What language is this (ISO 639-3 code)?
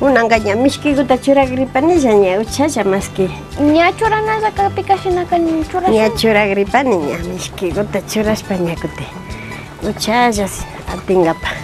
qvi